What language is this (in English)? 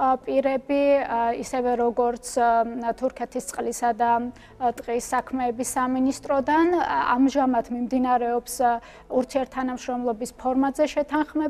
Georgian